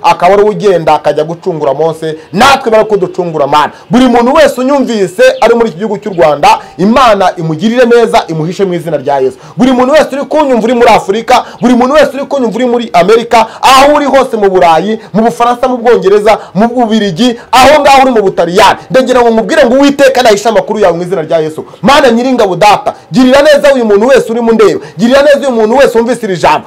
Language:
Kinyarwanda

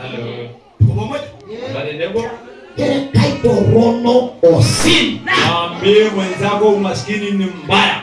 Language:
Masai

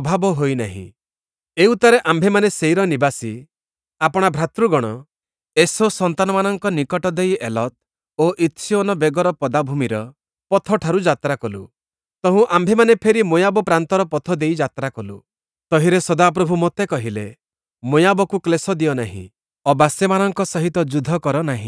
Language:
Odia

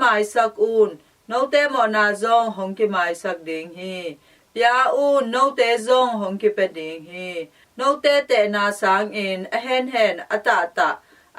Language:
Tedim Chin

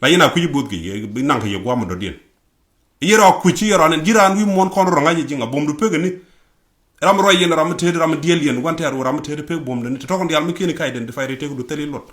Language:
Nuer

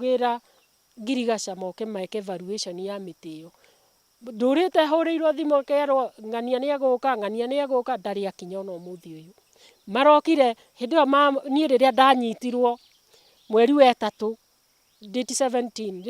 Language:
Kikuyu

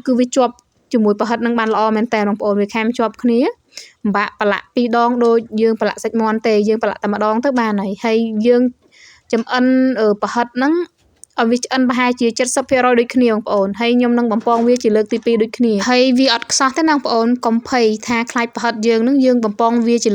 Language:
Khmer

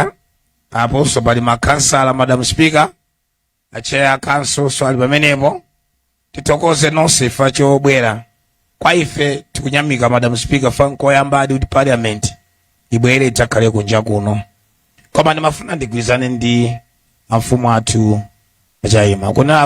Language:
Nyanja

